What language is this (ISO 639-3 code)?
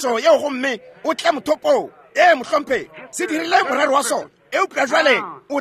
nso